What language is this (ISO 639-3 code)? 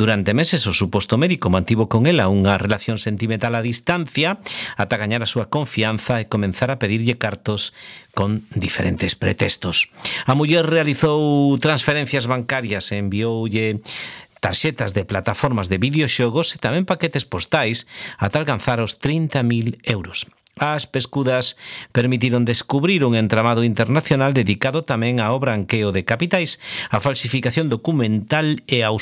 glg